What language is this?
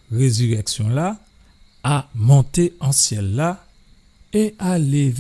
Guadeloupean Creole French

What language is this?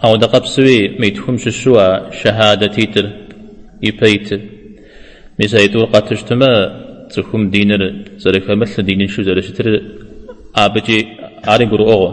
Kabardian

